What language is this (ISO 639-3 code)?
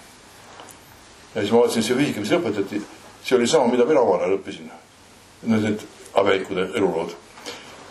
est